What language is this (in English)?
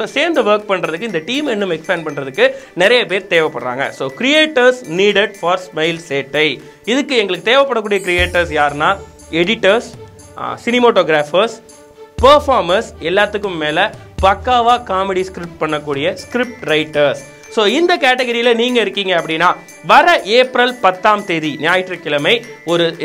Tamil